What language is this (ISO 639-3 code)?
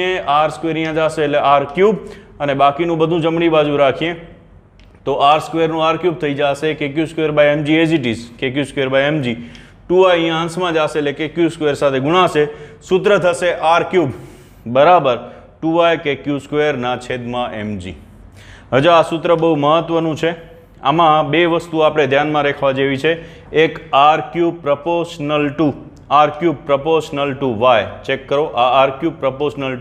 guj